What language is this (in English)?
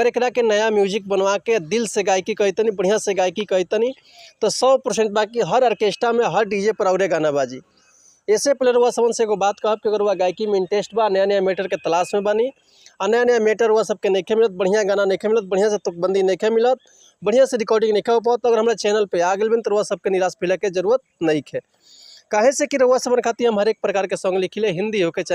Bhojpuri